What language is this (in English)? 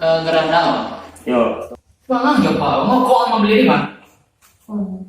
Minangkabau